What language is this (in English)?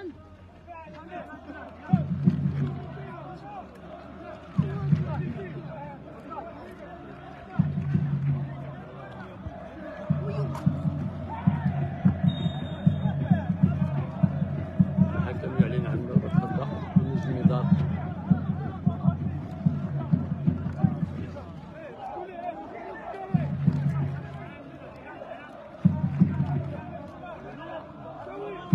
Arabic